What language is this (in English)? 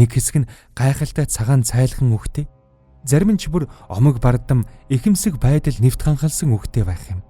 Mongolian